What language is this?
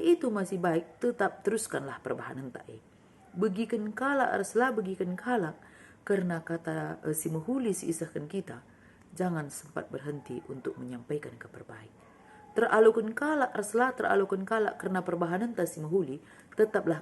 Batak Karo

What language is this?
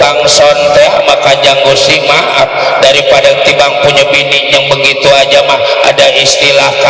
Betawi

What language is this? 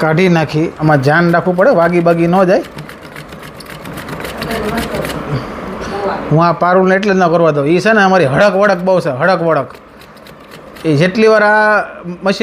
Gujarati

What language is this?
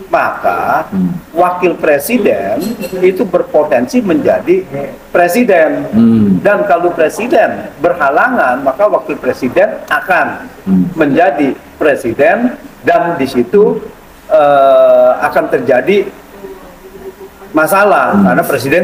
Indonesian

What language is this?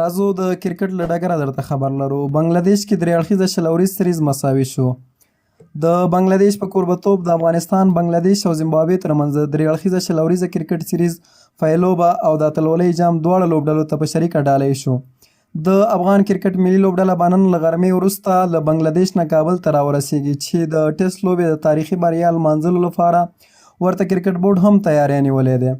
Pashto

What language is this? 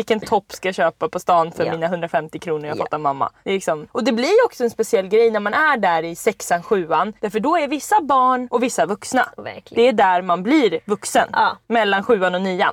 Swedish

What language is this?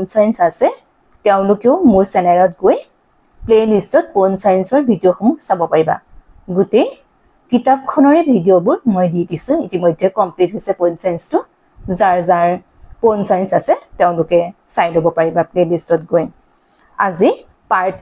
Assamese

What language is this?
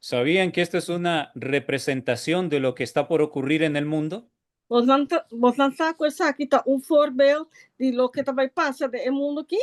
Papiamento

